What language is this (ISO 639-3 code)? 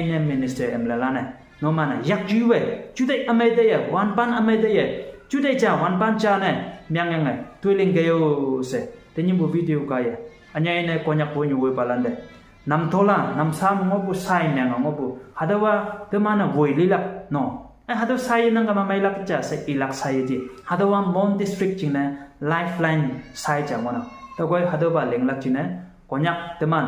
nbe